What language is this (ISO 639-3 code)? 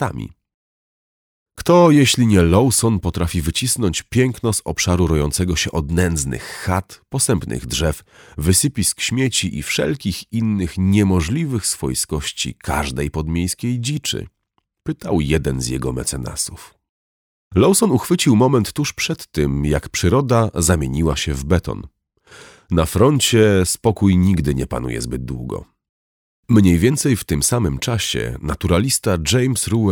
pol